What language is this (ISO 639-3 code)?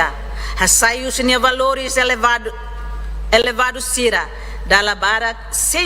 tet